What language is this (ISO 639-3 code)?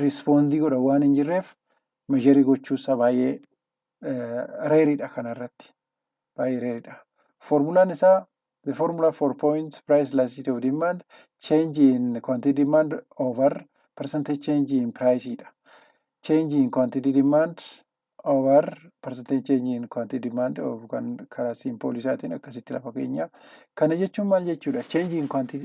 orm